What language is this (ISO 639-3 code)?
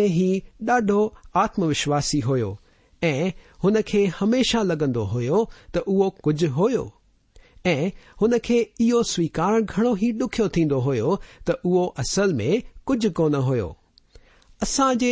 snd